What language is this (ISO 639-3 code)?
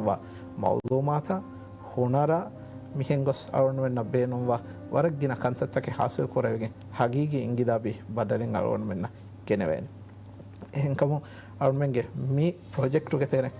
div